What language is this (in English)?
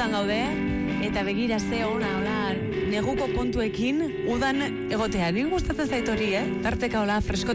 Basque